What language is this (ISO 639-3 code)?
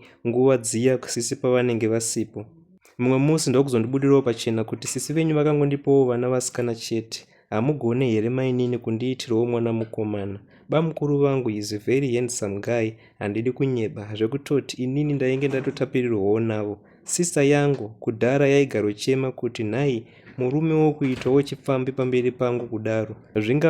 sna